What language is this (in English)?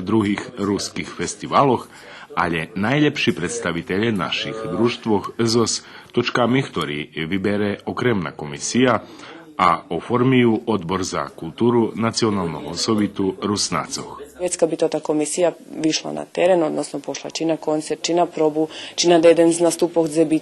Rusyn